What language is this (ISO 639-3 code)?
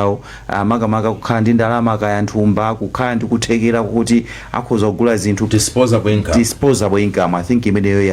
nya